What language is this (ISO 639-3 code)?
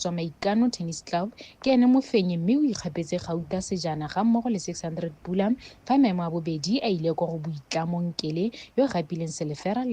tsn